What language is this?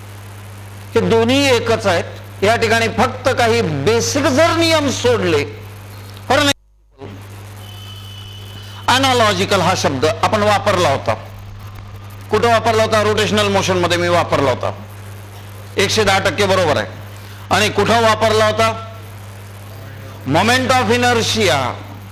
Marathi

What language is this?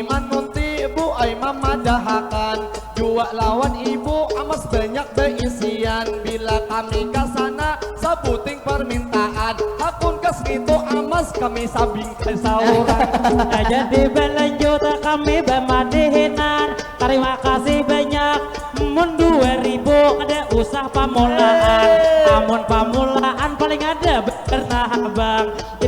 Banjar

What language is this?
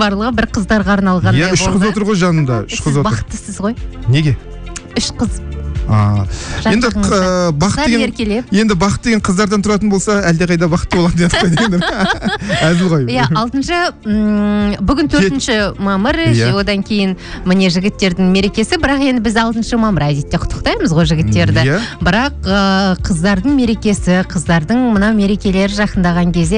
Kazakh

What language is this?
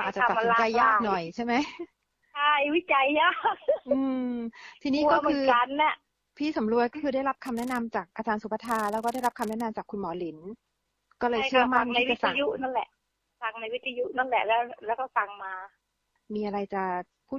Thai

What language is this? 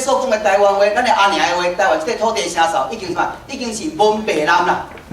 Min Nan Chinese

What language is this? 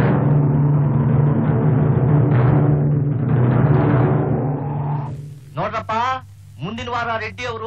Kannada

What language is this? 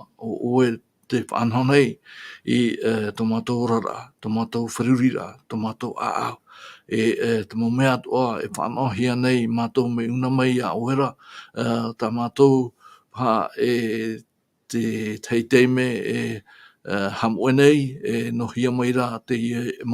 Tahitian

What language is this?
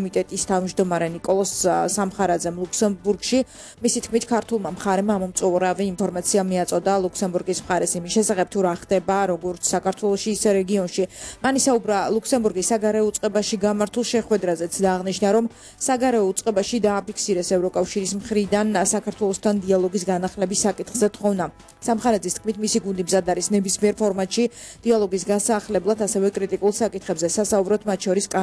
Georgian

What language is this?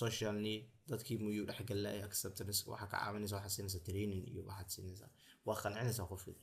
Somali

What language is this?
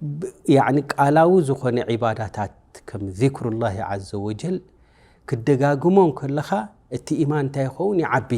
Tigrinya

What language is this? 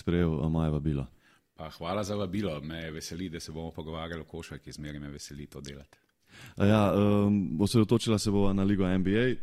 Slovenian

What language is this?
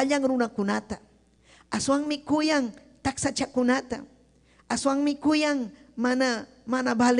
Ayacucho Quechua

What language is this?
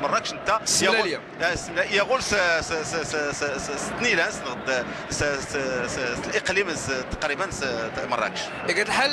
Moroccan Arabic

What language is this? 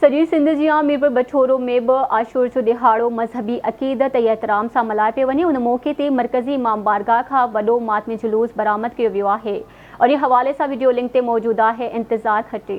Sindhi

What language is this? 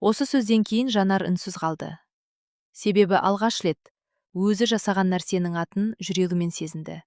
Kazakh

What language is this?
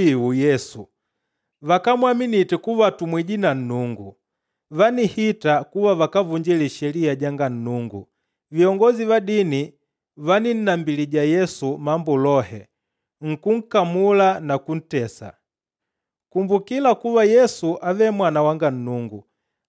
Makonde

